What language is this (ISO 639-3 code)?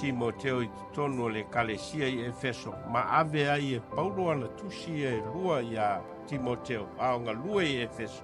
smo